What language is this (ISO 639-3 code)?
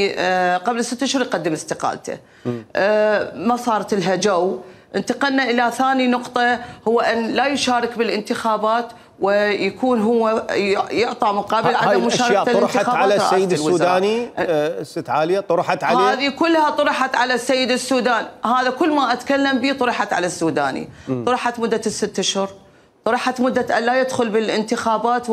acm